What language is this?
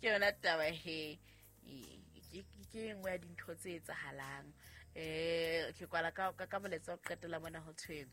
Southern Sotho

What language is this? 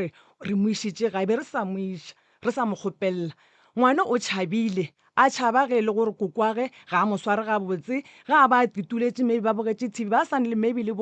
Northern Sotho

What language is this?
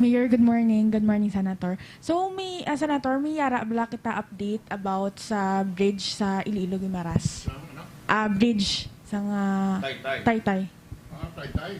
Hiligaynon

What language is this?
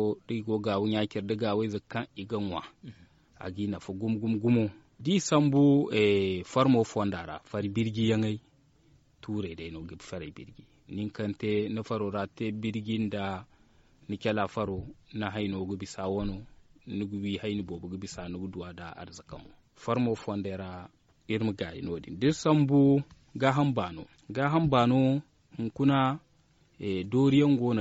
Zarma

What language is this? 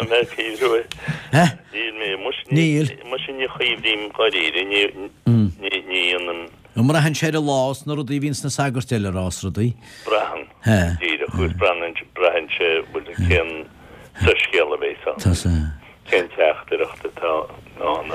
Irish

